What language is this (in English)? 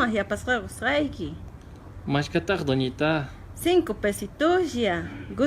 Quechua